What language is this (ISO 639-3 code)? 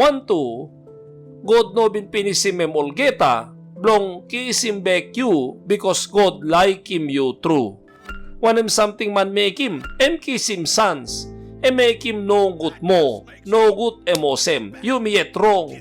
tpi